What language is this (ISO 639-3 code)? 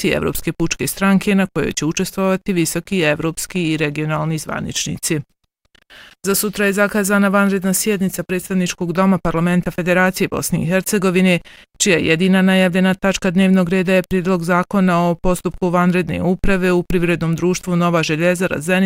bos